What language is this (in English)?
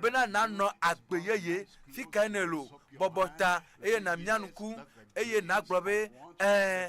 Ewe